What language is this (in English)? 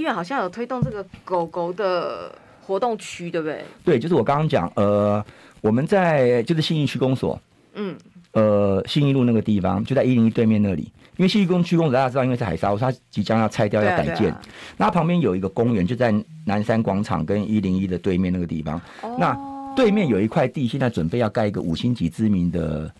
Chinese